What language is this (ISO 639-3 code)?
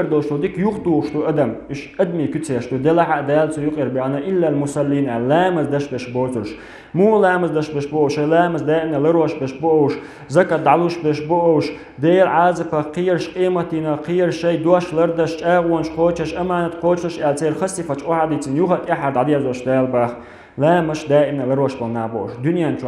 che